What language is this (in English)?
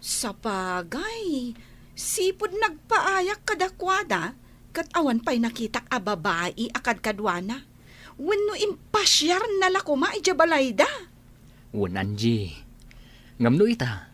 Iloko